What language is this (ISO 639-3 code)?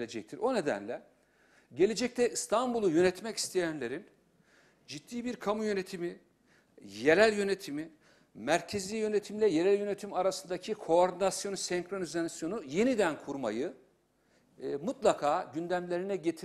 tur